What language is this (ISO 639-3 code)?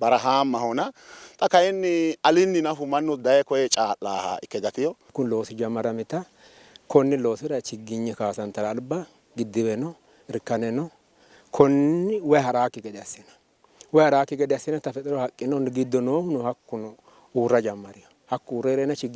sid